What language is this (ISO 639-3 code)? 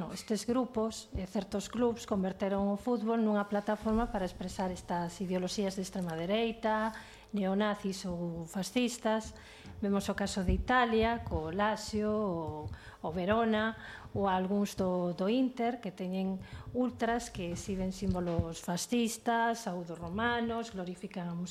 glg